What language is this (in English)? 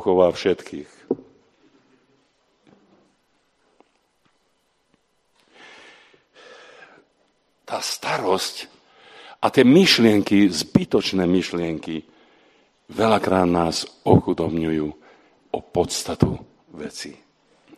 Slovak